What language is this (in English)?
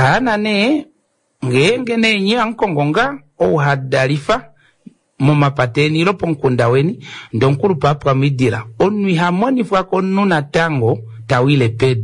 Kuanyama